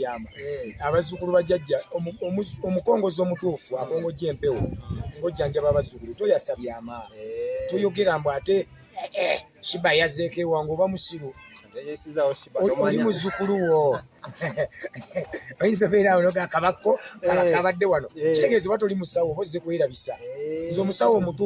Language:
Ganda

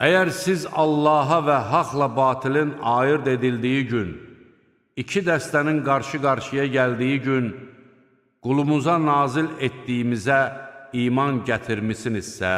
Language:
Azerbaijani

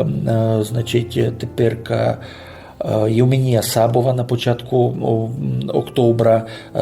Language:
Rusyn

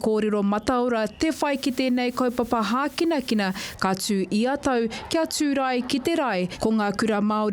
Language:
Māori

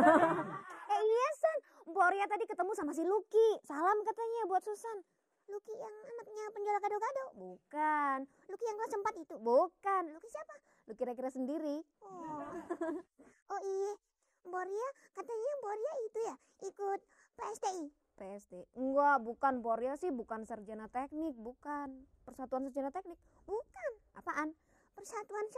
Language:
Betawi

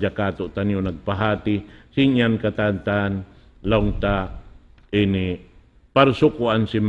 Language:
Tausug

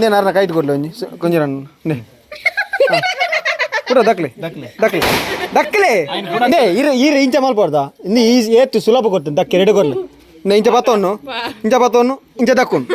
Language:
Tulu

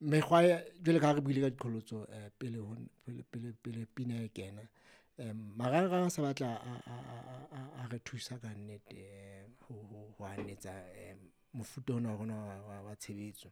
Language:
Southern Sotho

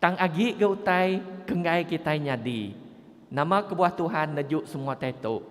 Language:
Iban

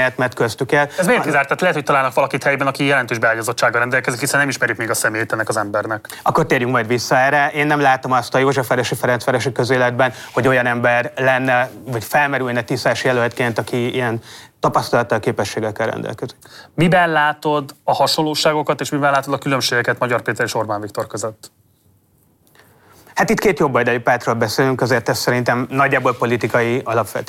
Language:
Hungarian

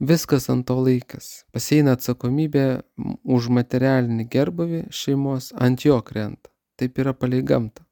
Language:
Lithuanian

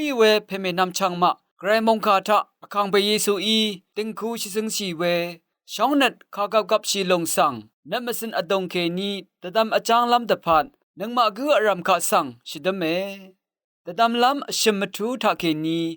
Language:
Rawang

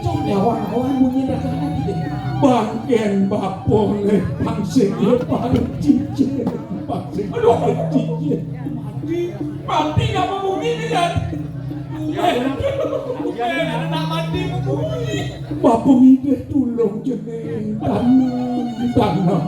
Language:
Balinese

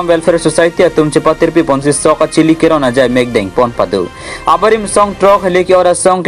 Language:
Karbi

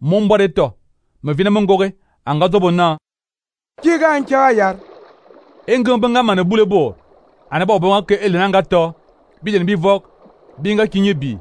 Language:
Fang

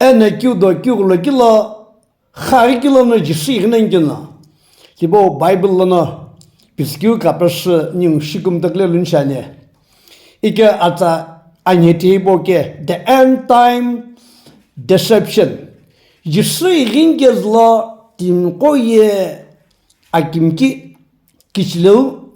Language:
Sumi Naga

